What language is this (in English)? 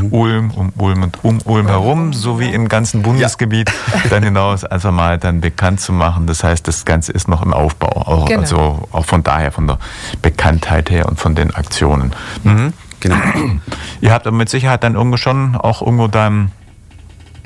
German